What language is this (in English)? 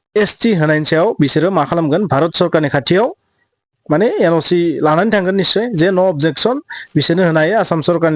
Bodo